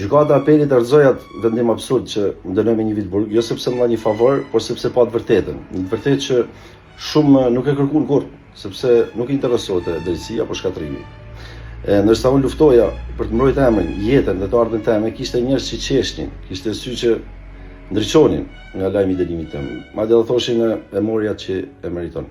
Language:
Albanian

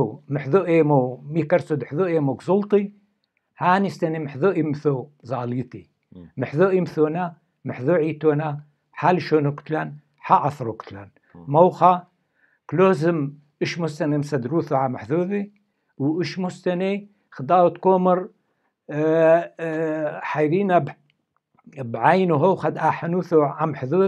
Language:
Turoyo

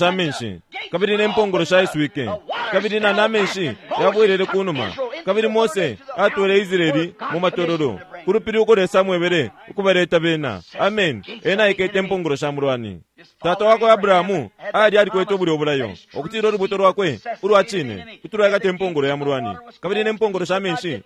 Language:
Bemba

